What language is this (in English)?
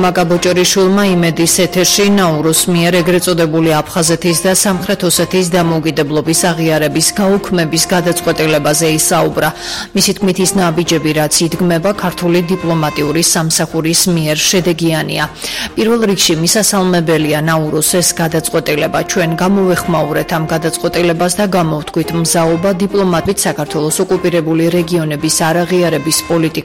Georgian